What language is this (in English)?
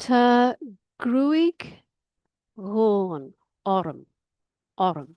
Irish